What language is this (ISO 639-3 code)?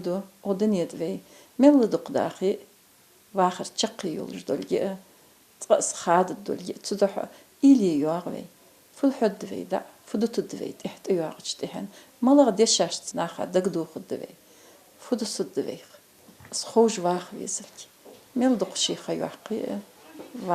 inh